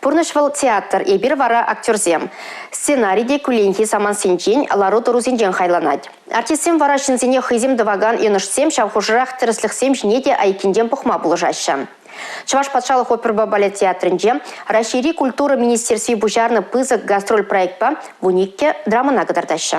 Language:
Chuvash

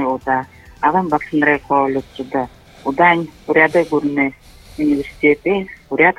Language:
Buriat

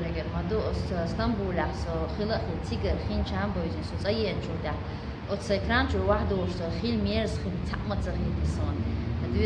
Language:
Chechen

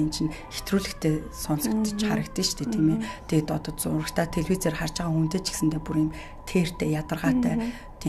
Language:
Mongolian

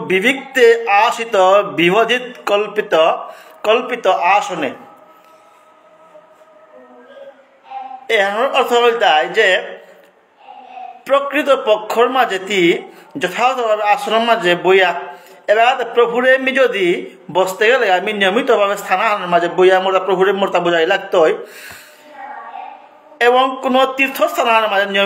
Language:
Bangla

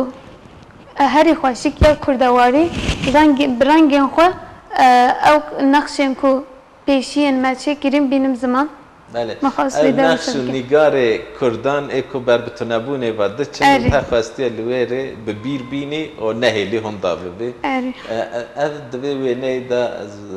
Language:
Kurdish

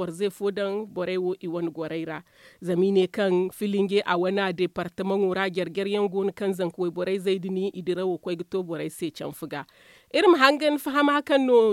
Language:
Zarma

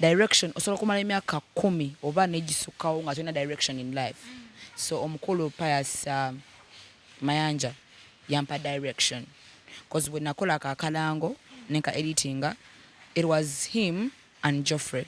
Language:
Ganda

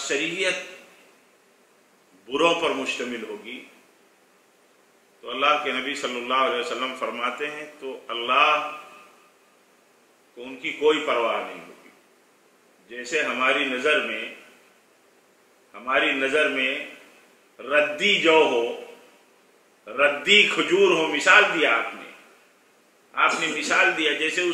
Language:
Urdu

